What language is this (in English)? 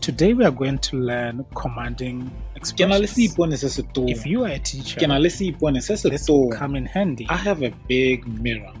Tswana